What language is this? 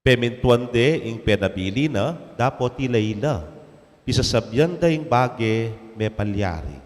Pampanga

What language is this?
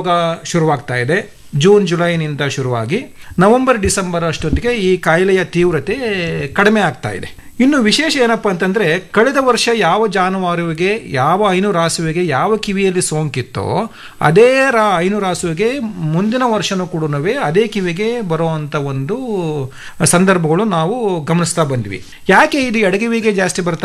Kannada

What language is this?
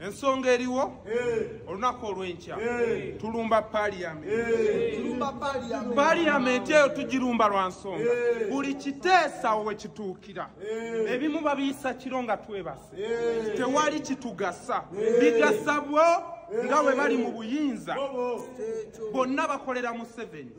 Ganda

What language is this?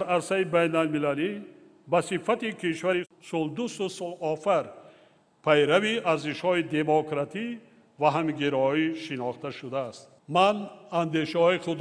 Tajik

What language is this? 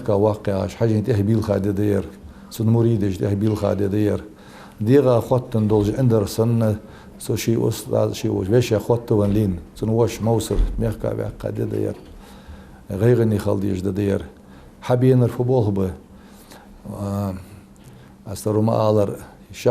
Ingush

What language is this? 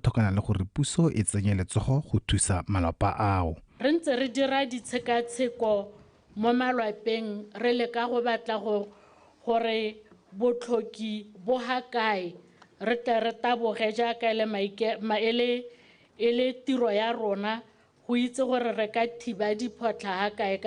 Tswana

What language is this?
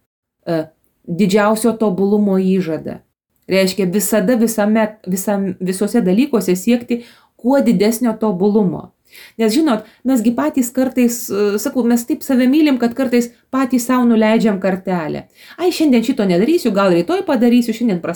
Lithuanian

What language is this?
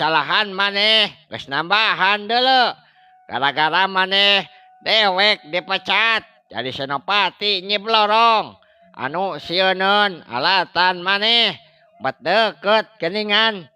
Sundanese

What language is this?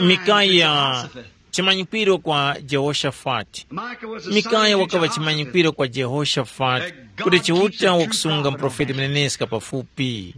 Tumbuka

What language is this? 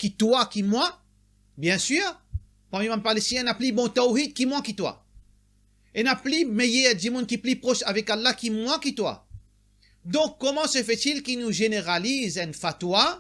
Morisyen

